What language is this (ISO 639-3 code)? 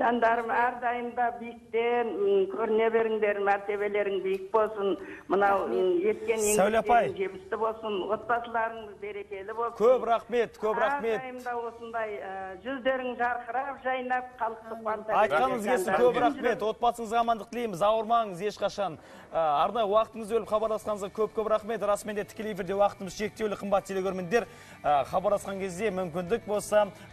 kaz